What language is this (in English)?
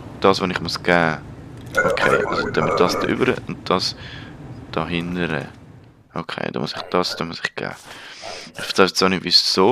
Swiss German